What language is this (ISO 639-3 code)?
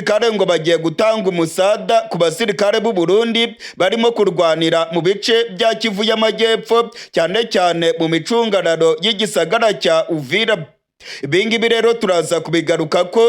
run